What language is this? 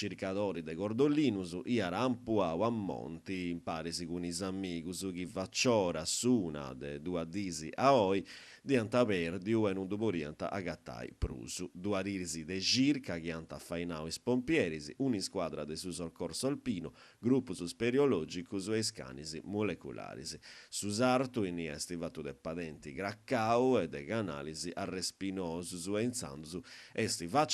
Sardinian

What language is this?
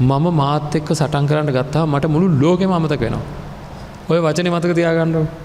Sinhala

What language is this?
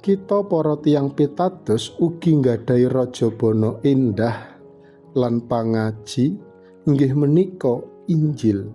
Javanese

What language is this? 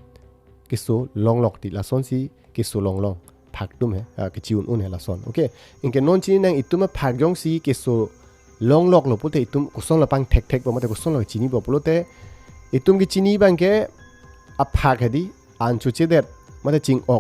Karbi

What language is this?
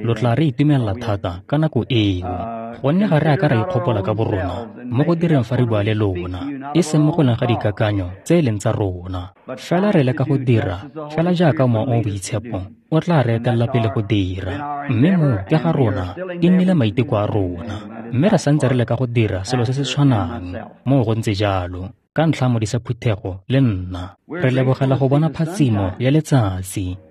Tswana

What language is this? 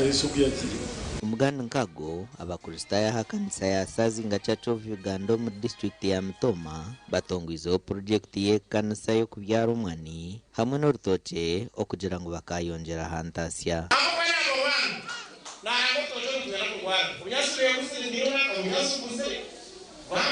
Nyankole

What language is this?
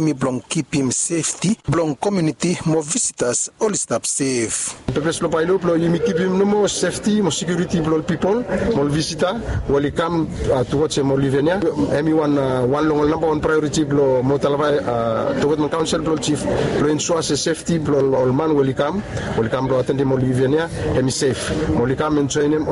Bislama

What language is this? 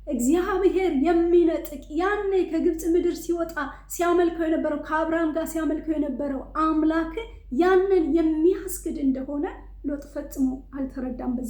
Amharic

